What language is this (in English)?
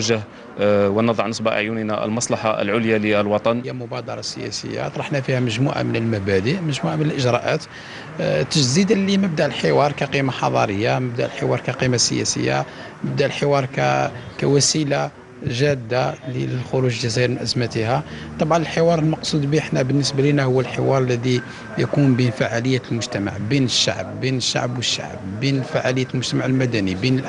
Arabic